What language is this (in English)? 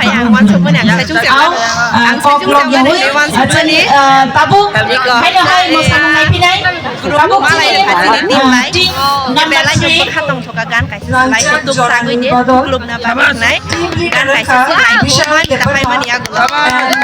Kok Borok